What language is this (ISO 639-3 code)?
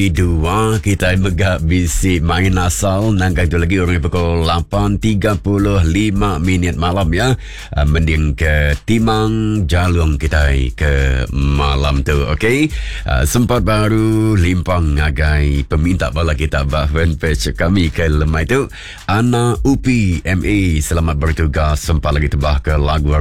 iba